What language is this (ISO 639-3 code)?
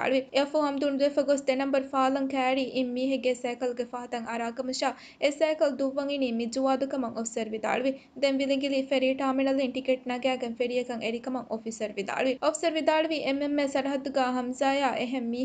div